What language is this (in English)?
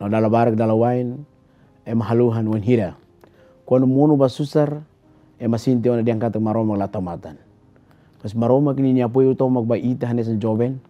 Tetum